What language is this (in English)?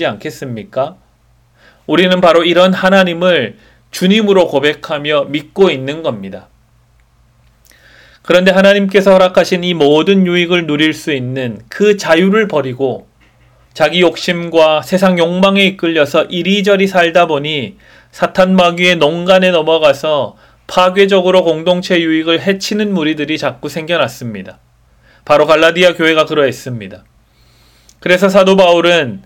Korean